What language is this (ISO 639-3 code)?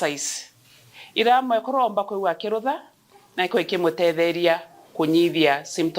mer